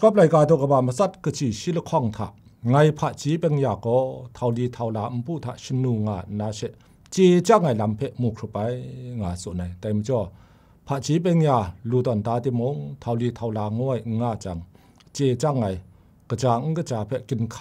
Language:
Kachin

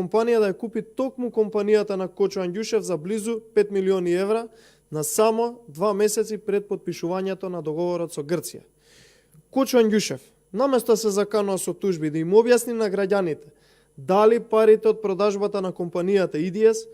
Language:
Macedonian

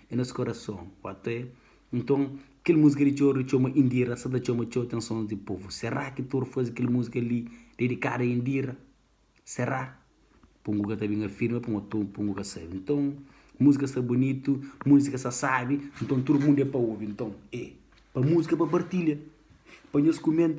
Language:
Kabuverdianu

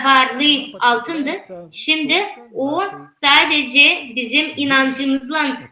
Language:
Gagauz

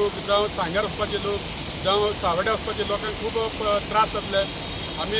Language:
Konkani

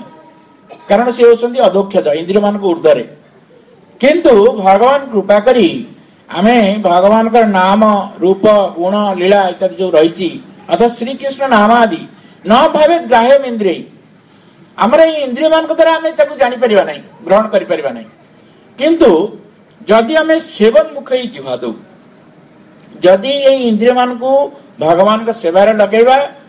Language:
Odia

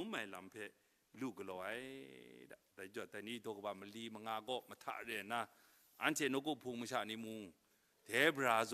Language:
Kachin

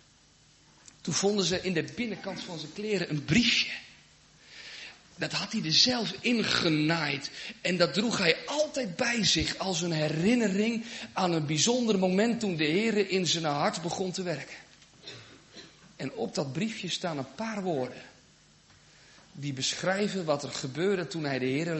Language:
Dutch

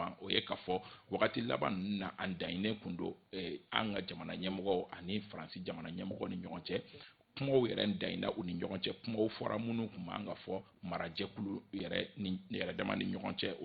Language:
Bambara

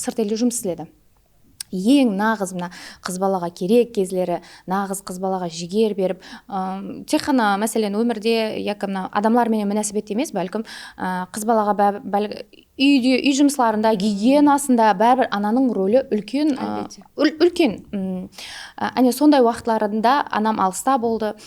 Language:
Kara-Kalpak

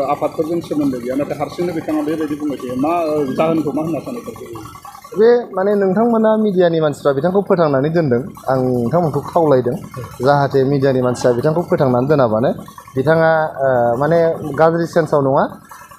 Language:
Bodo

